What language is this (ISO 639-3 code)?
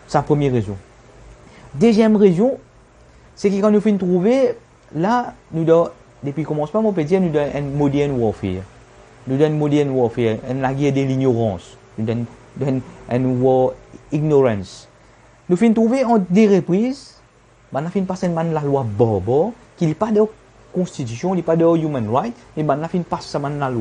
mfe